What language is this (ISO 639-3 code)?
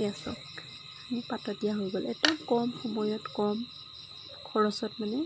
asm